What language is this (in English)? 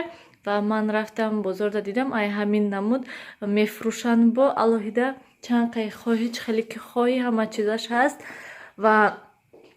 Tajik